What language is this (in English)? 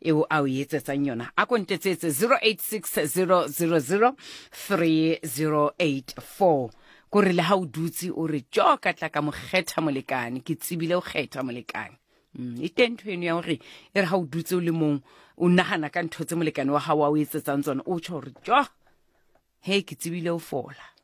Southern Sotho